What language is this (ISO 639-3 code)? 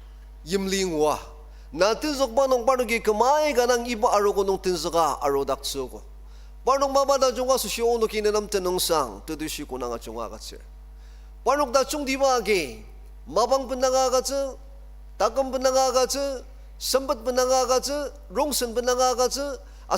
njo